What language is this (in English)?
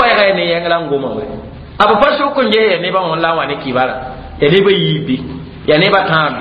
Mossi